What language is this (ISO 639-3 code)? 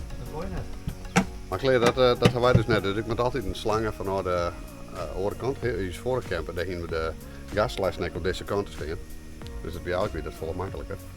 fry